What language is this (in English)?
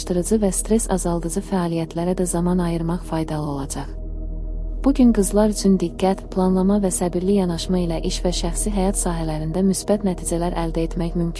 Azerbaijani